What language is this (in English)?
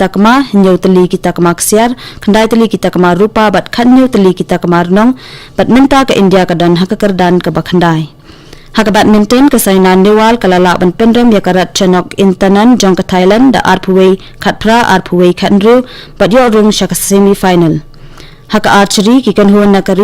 Khasi